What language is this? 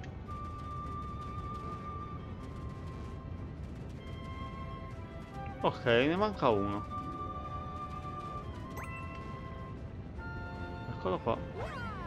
Italian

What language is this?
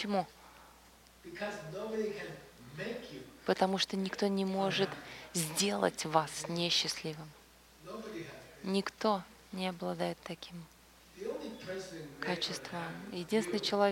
Russian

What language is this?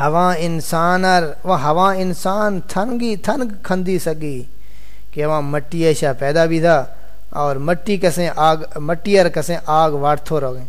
Saraiki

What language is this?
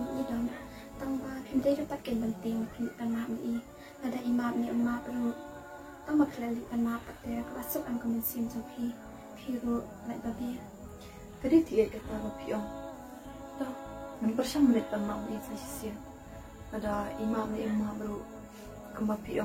Khasi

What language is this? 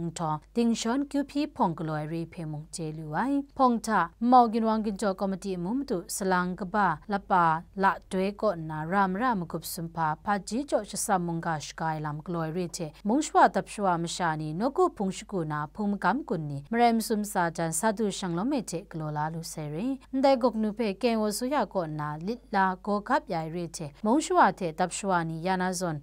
Kachin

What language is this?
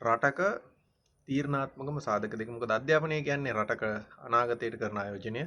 Sinhala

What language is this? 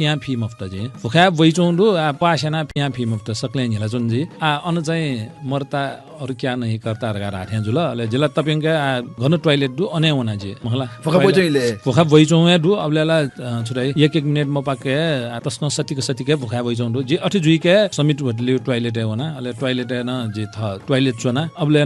Newari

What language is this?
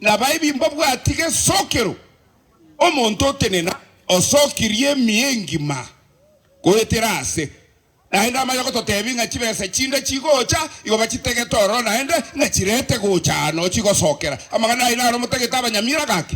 Gusii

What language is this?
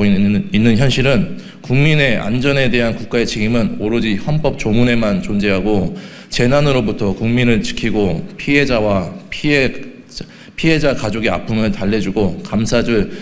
Korean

